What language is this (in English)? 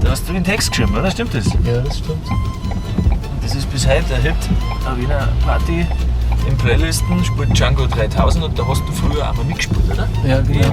Bavarian